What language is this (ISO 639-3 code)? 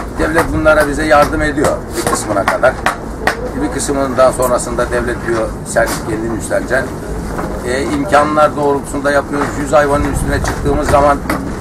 tur